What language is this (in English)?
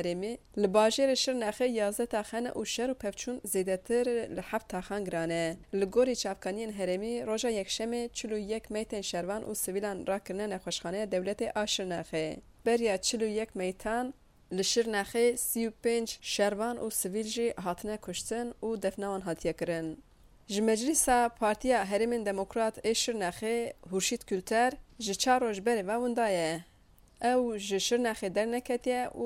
Kurdish